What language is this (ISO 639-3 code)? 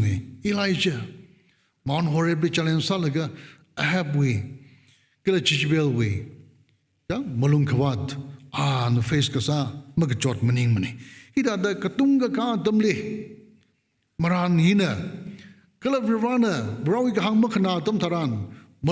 nmf